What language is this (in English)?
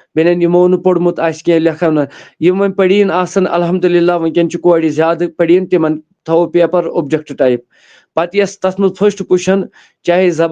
Kashmiri